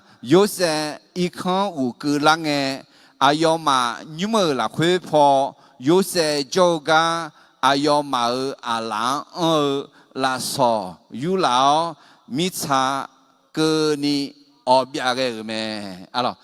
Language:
Akha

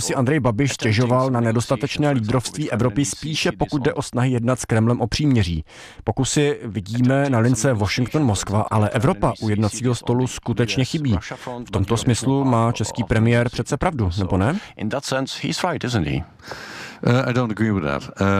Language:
Czech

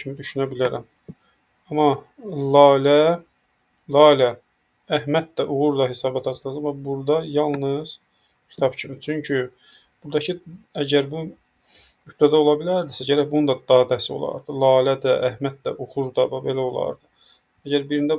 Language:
Azerbaijani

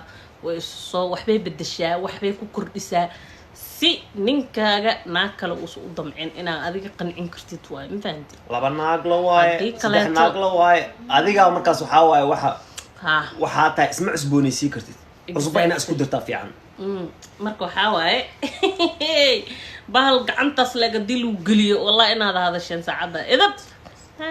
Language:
Somali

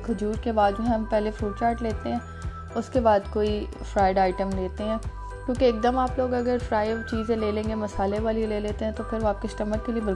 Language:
Hindi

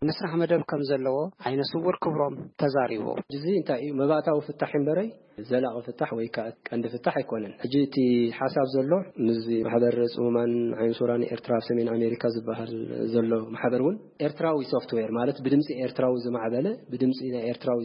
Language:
Tigrinya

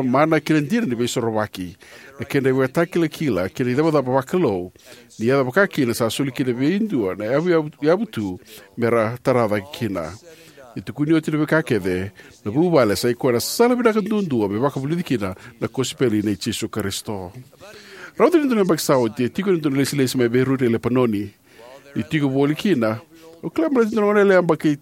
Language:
Fijian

